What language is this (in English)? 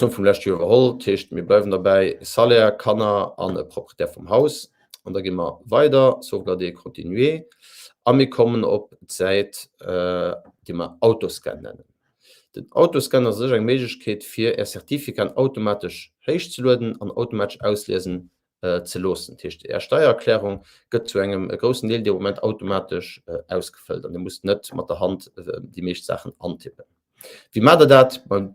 Luxembourgish